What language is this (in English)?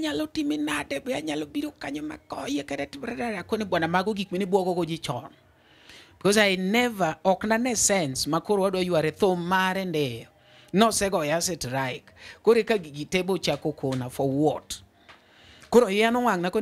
Luo (Kenya and Tanzania)